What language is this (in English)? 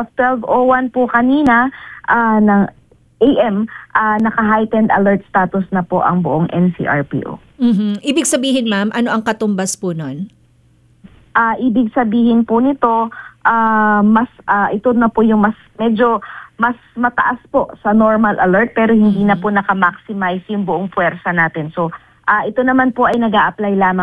Filipino